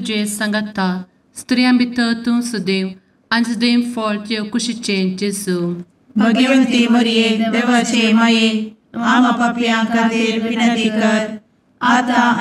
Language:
Konkani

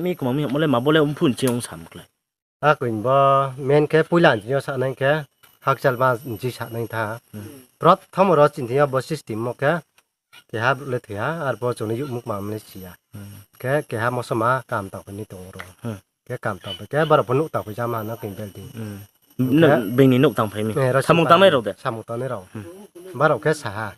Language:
Riang (India)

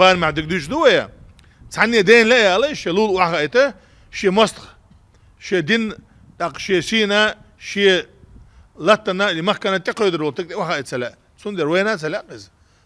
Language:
Chechen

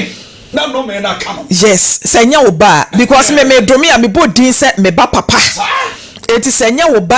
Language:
Akan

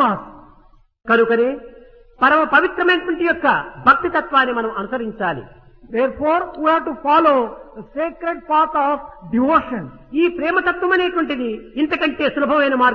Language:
Telugu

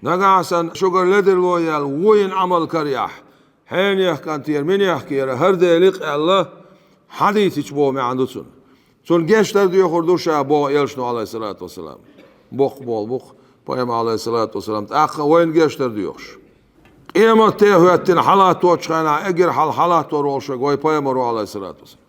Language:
Chechen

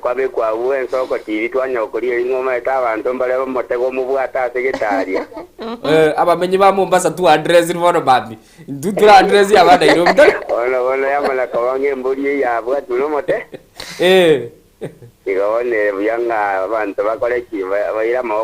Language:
Gusii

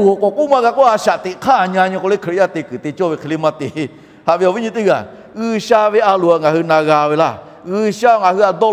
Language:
Lahu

